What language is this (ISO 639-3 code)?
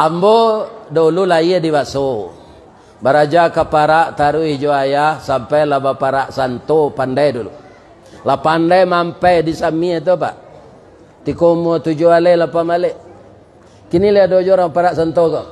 min